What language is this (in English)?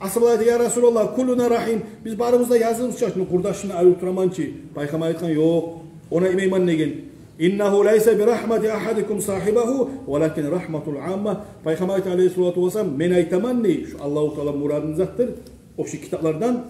Kumyk